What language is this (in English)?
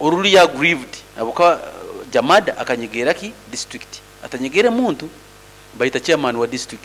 Nyoro